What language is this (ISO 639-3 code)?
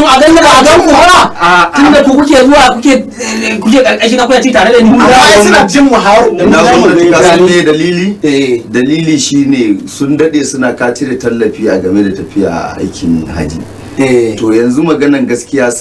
hau